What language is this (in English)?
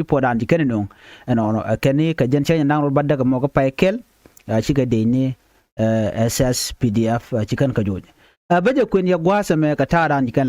Nuer